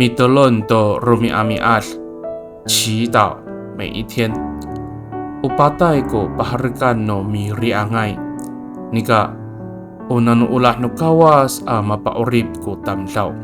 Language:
Amis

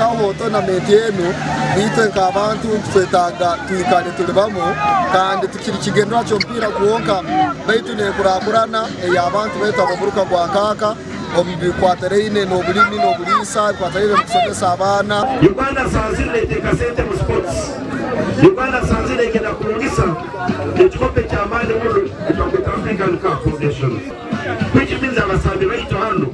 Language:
Nyankole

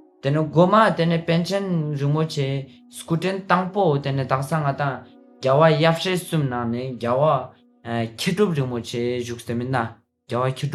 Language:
Ladakhi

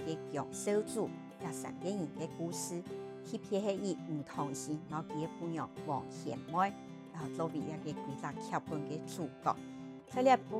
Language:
Hakka Chinese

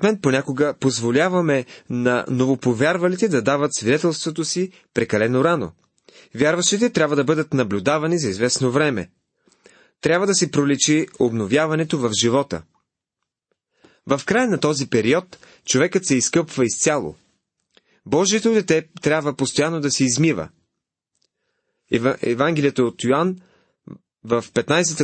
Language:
Bulgarian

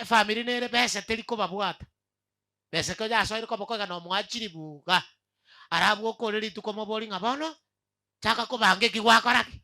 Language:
Gusii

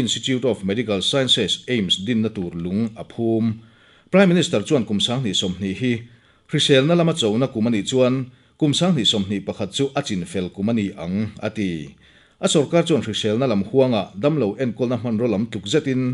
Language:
Mizo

